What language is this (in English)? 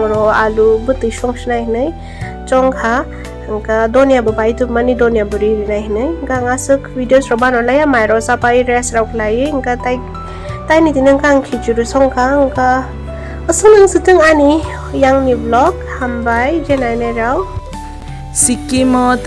Kok Borok